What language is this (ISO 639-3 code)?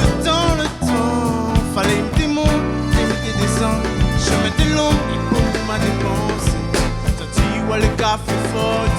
rcf